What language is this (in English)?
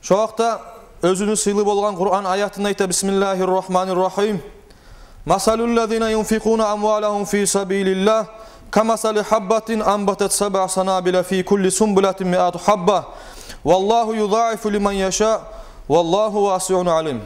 Kumyk